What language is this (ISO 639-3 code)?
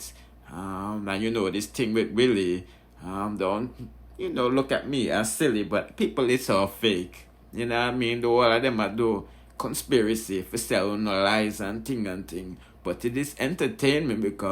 jam